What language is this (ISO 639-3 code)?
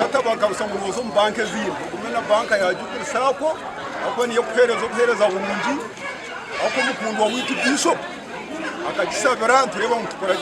nyn